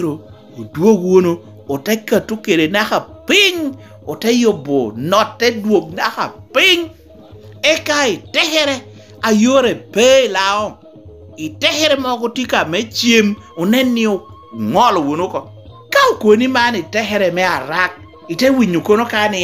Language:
Lango (Uganda)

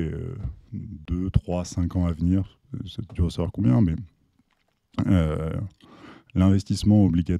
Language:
French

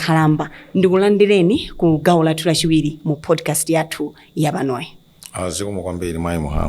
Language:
Nyanja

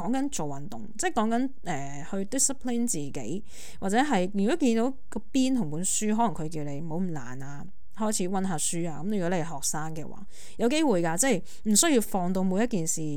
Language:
Cantonese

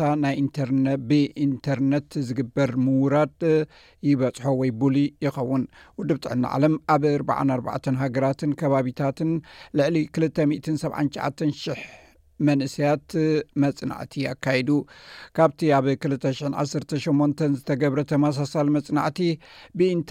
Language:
Tigrinya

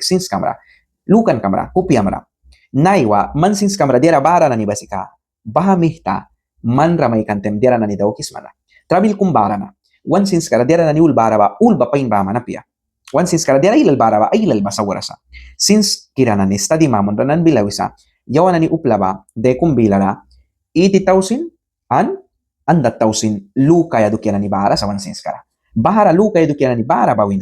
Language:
Mískito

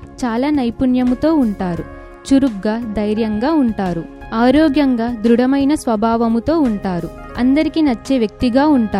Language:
Telugu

